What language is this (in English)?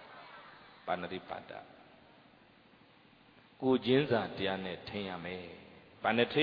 Burmese